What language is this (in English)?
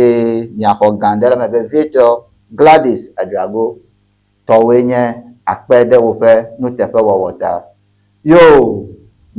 Ewe